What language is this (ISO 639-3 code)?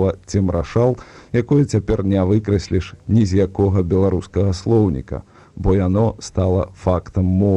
bel